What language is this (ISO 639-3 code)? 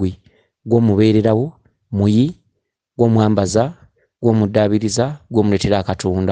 lug